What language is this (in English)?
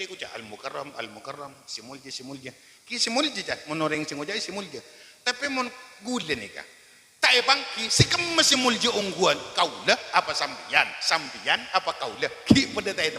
Madurese